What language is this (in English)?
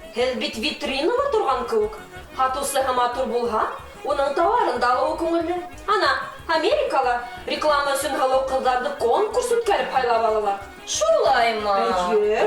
Bashkir